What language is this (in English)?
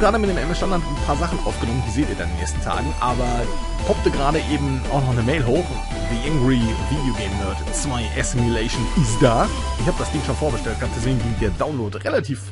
German